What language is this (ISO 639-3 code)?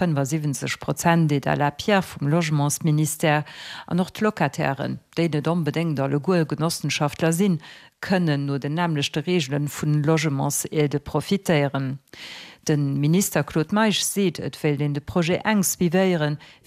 ltz